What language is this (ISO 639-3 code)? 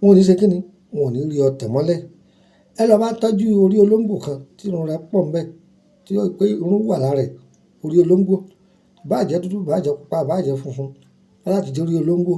yor